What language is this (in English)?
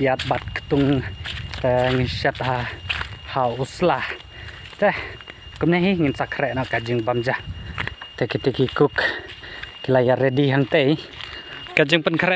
Khasi